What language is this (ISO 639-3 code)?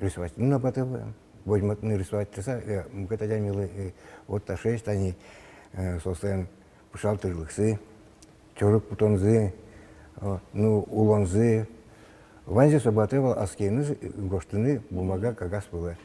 udm